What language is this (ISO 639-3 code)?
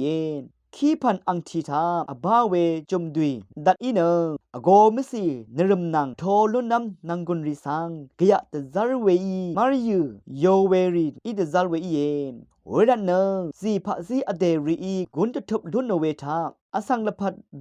raw